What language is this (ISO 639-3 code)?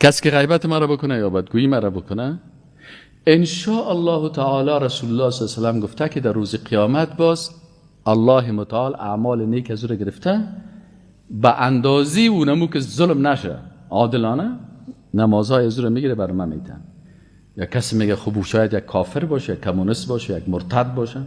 fas